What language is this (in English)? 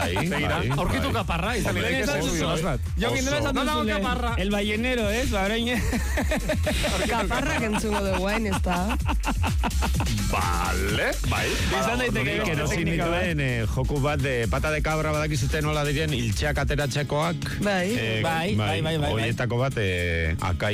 Basque